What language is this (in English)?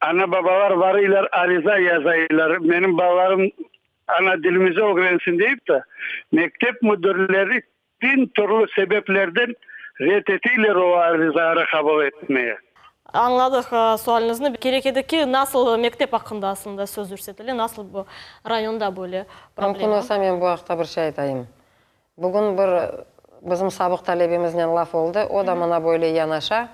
Crimean Tatar